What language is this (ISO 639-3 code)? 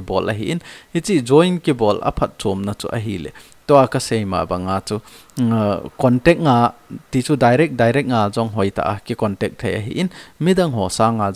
tcz